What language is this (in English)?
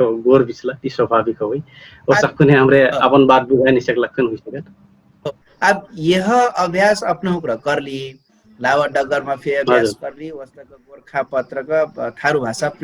Dangaura Tharu